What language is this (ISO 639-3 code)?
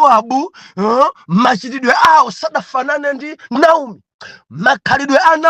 nya